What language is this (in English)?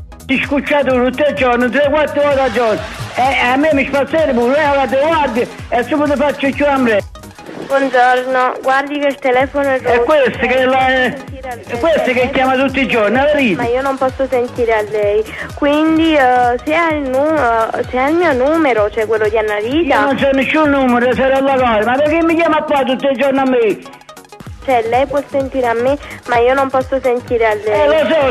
Neapolitan